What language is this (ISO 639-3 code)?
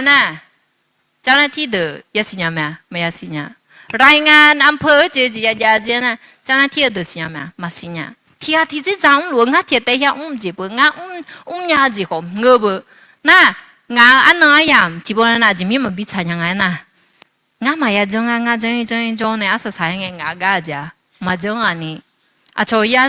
ahk